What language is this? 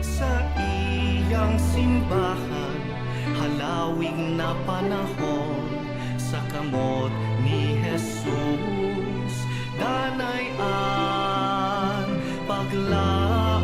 Bikol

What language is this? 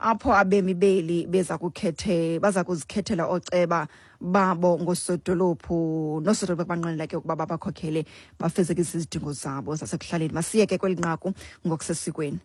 Xhosa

